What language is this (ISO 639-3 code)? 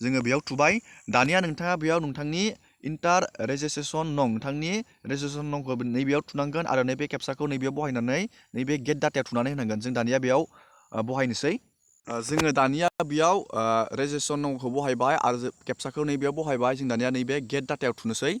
brx